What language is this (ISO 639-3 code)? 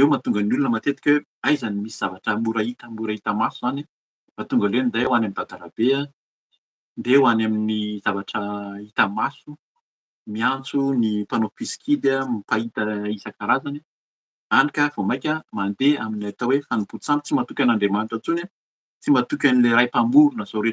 mlg